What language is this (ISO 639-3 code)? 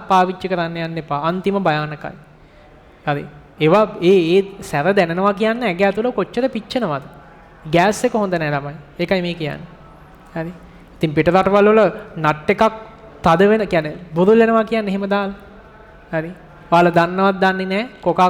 sin